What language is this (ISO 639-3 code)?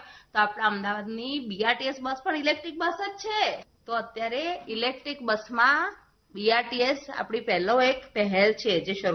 guj